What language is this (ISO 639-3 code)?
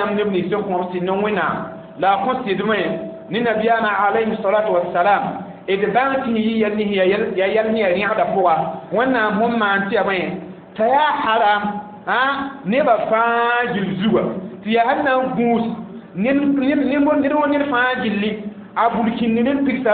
mos